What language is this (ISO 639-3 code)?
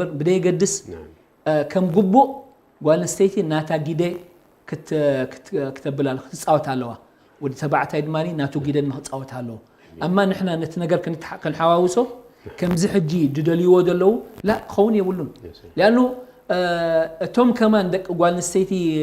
tir